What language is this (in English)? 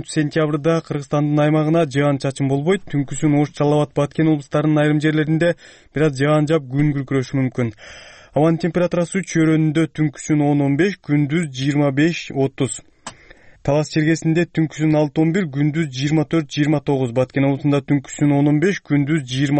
Kyrgyz